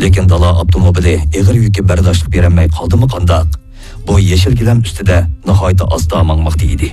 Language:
Uyghur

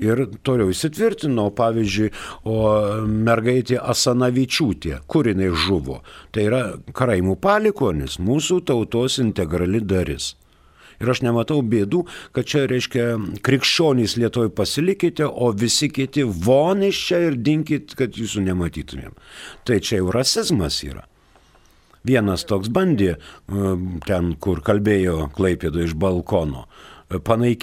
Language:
Lithuanian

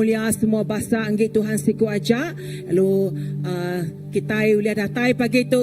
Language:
Iban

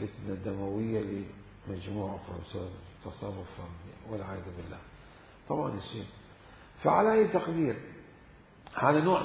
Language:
Mesopotamian Arabic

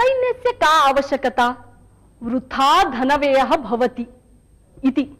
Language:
Sanskrit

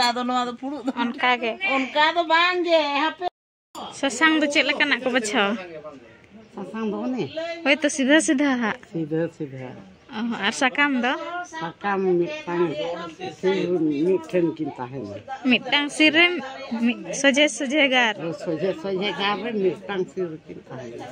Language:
Santali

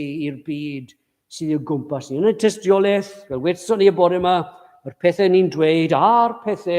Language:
Welsh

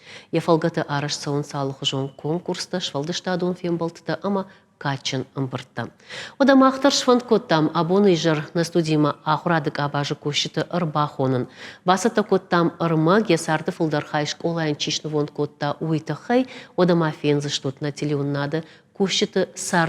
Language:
Ossetic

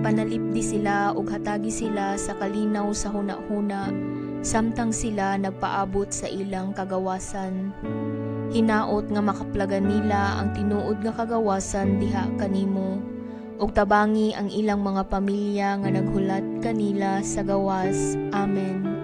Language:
Cebuano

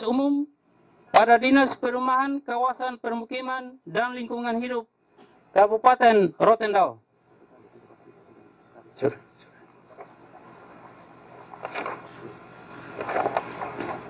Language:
Indonesian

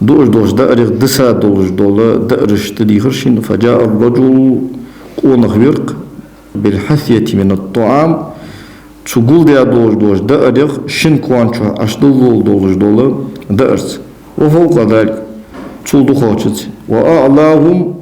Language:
Ingush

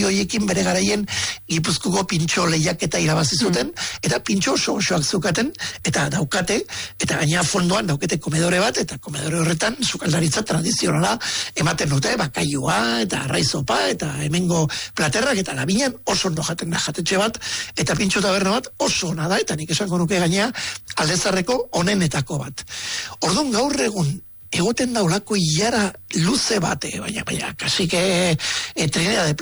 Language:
Basque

